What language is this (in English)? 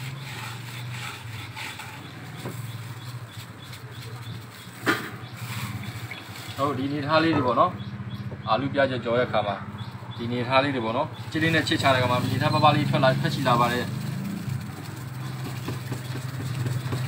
Burmese